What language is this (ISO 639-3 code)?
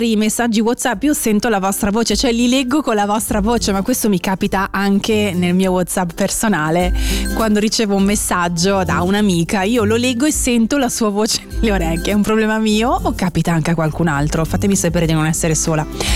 ita